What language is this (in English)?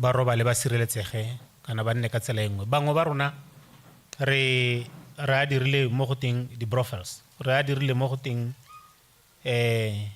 Tswana